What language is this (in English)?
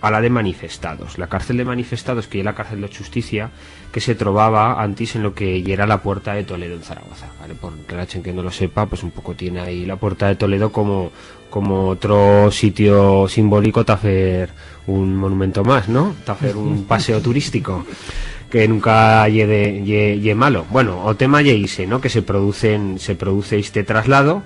Aragonese